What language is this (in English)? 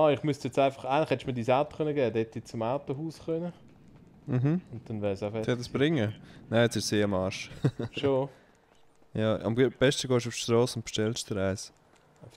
Swiss German